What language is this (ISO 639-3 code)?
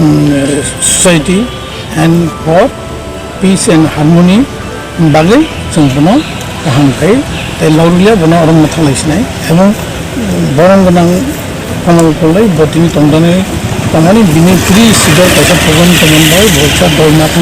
trp